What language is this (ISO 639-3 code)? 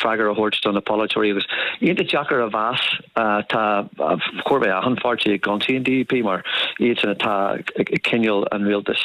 gle